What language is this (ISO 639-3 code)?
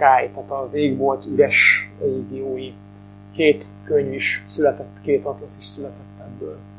hun